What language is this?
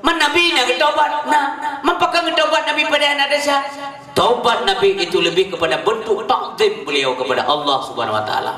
Achinese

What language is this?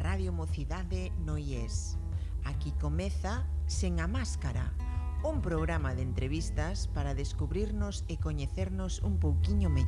Galician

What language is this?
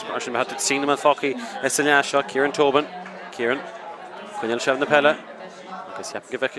Irish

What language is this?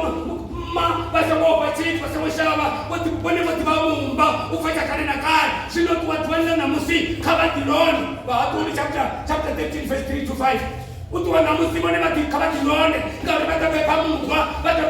Venda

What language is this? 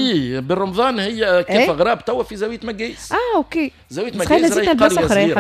Tunisian Arabic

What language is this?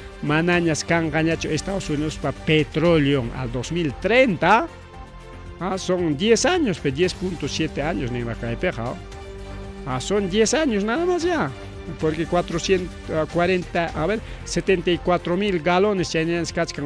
Ayacucho Quechua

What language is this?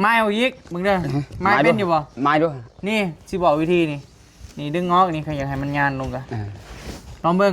Northeastern Thai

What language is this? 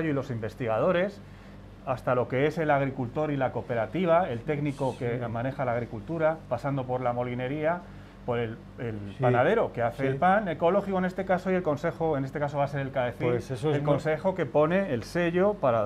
Spanish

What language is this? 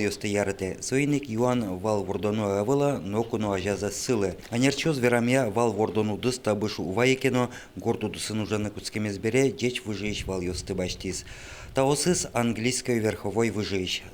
Udmurt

